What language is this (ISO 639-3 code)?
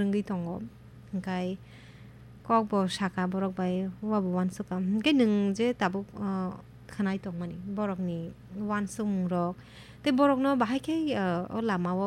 trp